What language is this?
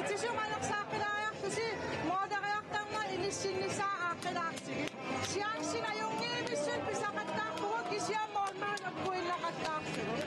Kalaallisut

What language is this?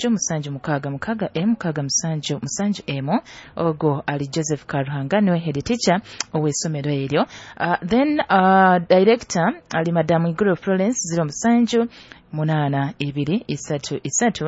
Nyoro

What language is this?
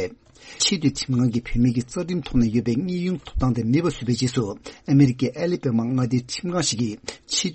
Tibetan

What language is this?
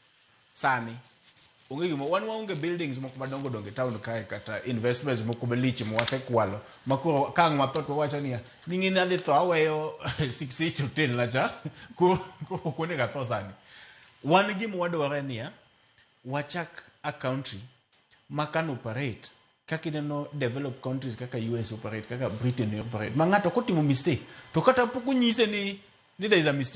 Luo (Kenya and Tanzania)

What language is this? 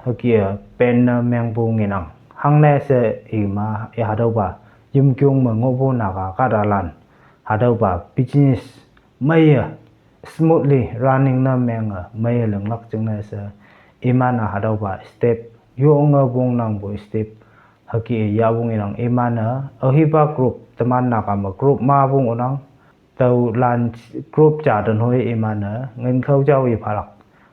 Konyak Naga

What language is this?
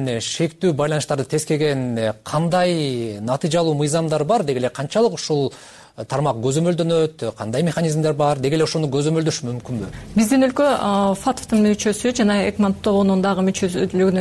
Kyrgyz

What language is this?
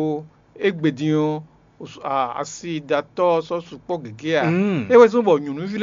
Fon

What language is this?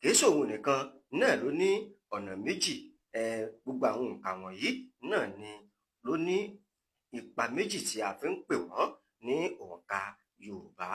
Yoruba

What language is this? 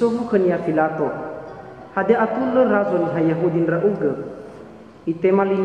Nias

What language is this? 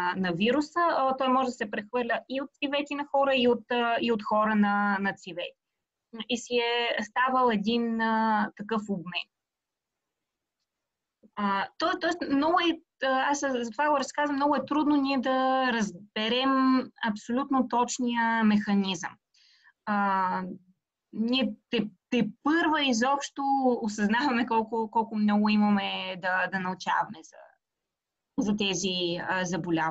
Bulgarian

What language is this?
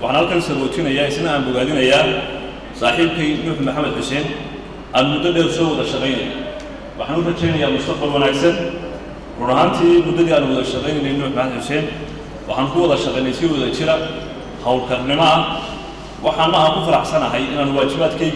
Somali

